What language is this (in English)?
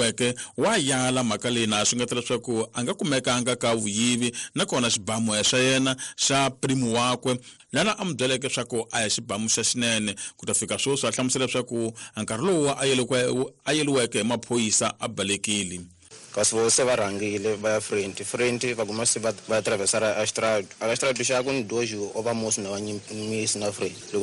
Tsonga